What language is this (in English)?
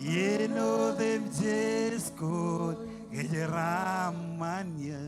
Marshallese